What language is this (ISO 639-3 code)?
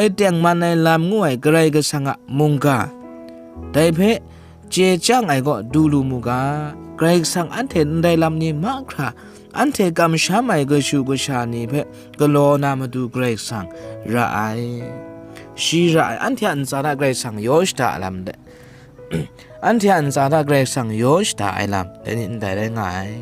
kac